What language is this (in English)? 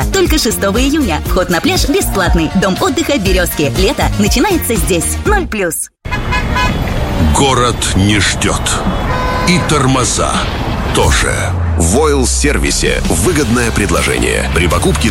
Russian